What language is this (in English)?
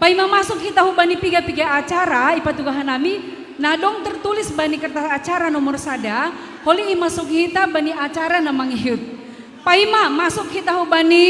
Batak Simalungun